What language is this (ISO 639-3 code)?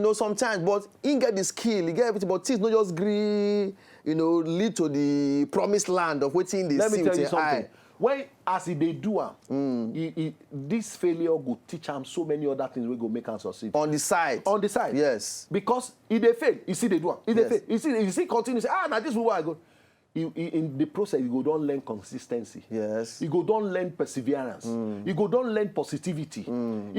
pcm